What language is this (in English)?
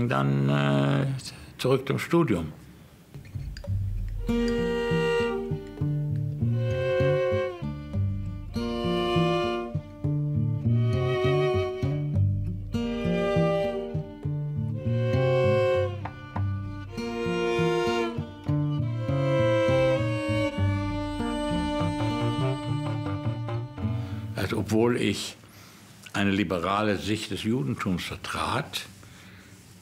German